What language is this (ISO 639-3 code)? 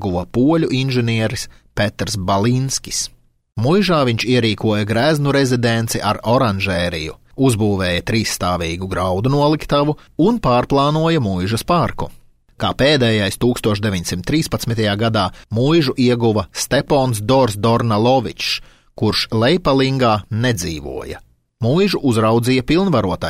lav